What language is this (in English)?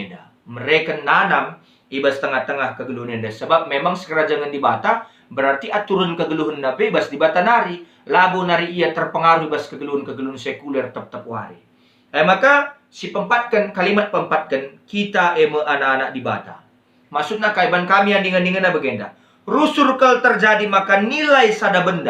Batak Karo